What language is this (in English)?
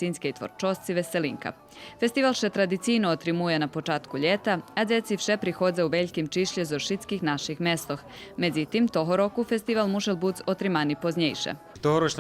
Rusyn